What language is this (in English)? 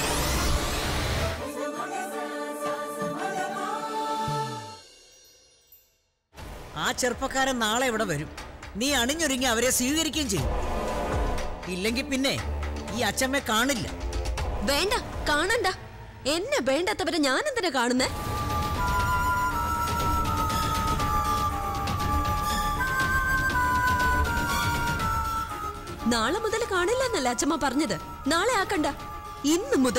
Malayalam